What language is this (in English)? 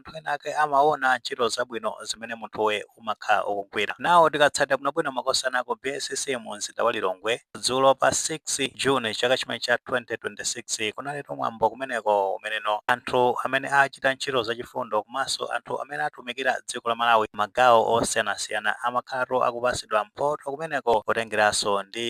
Nyanja